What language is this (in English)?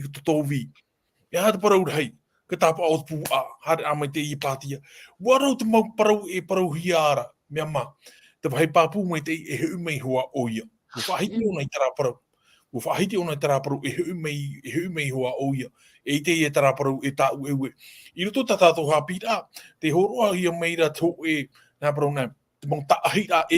Tahitian